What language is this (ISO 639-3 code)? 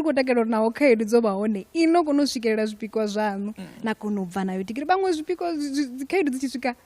ven